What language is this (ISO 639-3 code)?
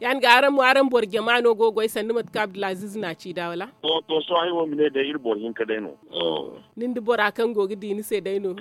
dje